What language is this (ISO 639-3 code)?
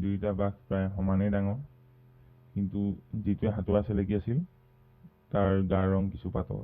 asm